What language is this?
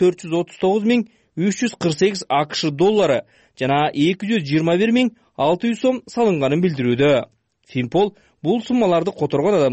Kyrgyz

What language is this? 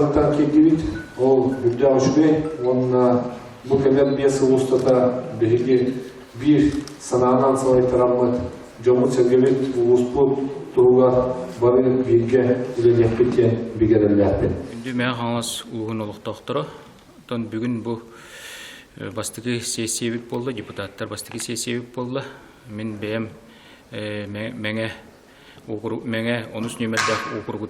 Yakut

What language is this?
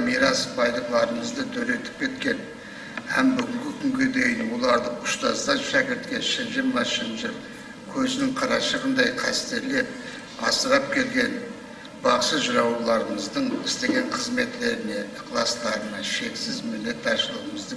Kara-Kalpak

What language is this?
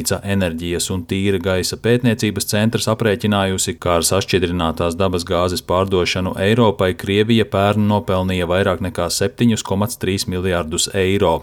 Latvian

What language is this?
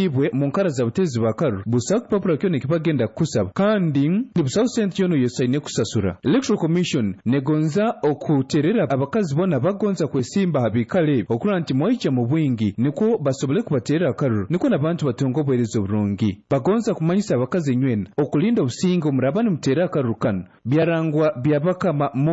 Nyoro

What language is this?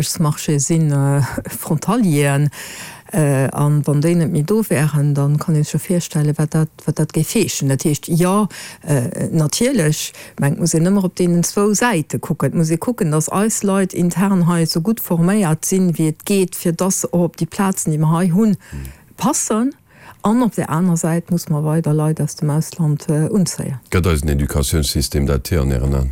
Luxembourgish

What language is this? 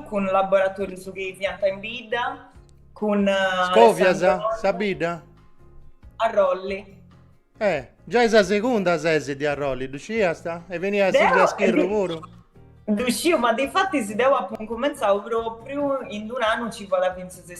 Sardinian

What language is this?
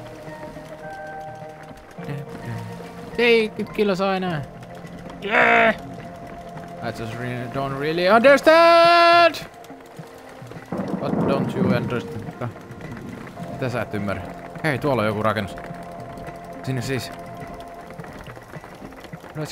Finnish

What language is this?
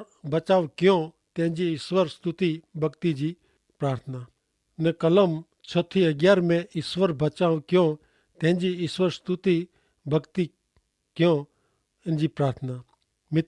Kachhi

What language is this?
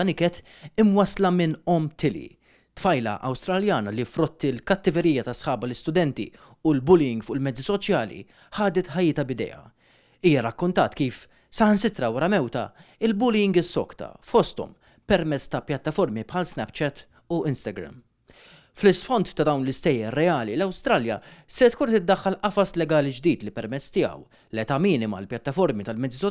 Maltese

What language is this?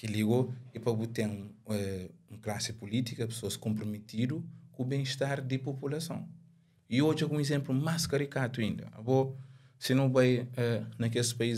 Kabuverdianu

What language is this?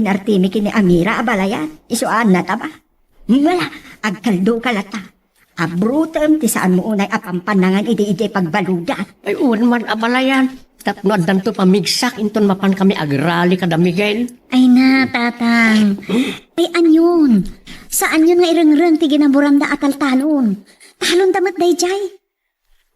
Iloko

